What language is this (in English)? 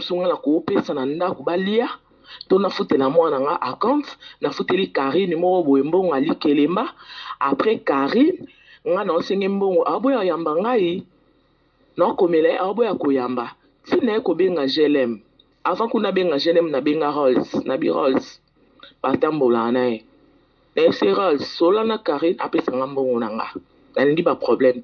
Lingala